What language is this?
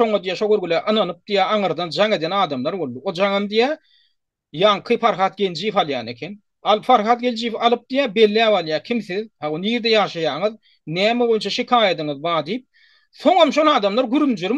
Turkmen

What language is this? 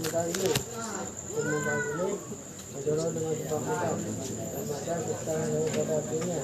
Achinese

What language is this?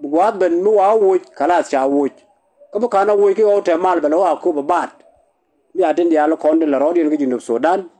Nuer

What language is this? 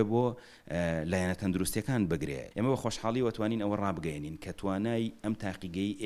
Central Kurdish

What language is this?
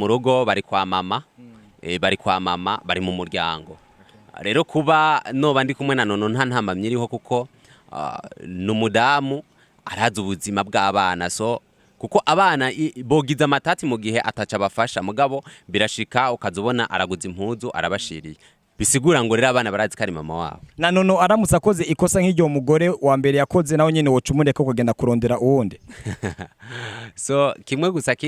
Rundi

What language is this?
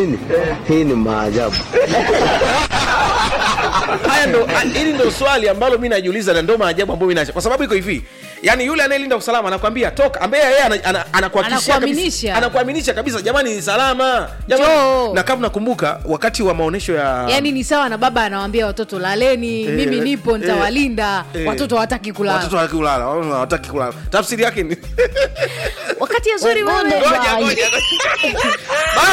Swahili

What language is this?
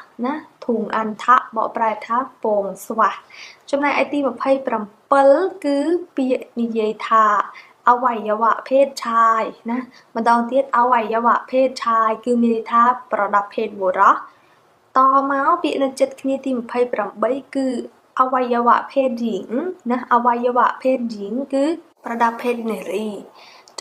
Khmer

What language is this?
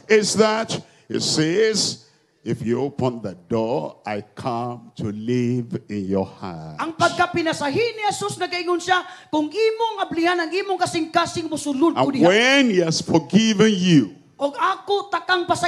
Cebuano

